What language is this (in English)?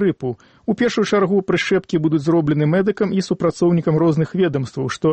Belarusian